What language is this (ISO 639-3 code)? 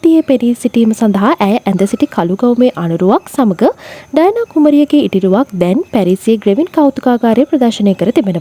sin